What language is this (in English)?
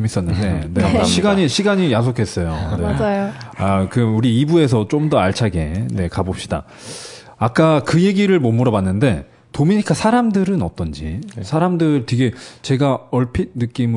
Korean